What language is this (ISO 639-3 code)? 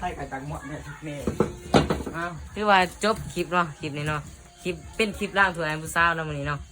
lao